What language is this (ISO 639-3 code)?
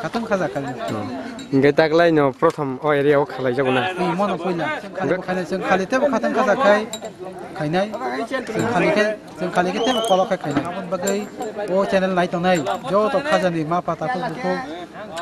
trp